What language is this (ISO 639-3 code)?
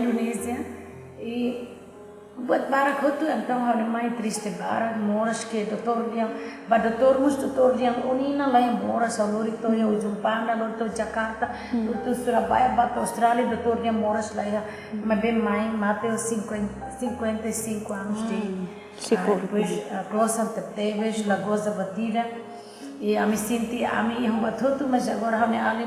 tet